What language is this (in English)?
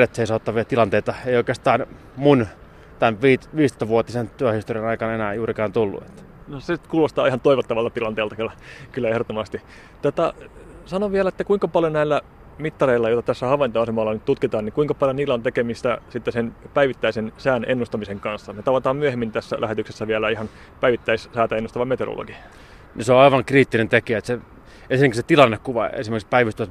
Finnish